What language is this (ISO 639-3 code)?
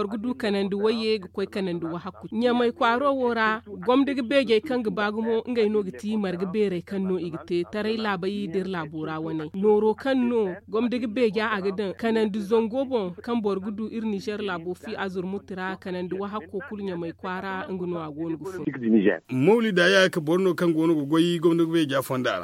dje